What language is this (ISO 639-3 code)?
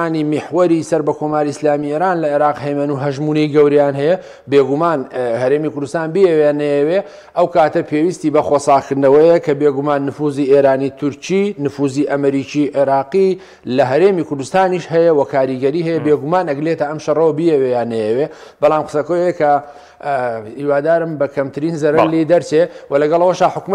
ckb